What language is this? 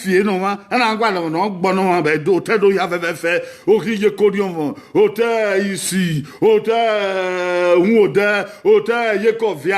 Bini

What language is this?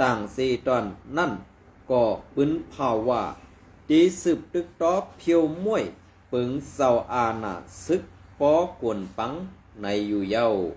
Shan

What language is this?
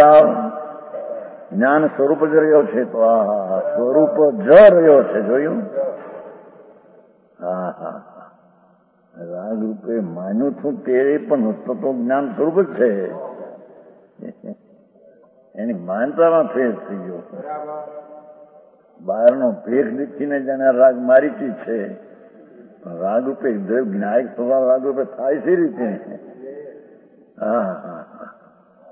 Gujarati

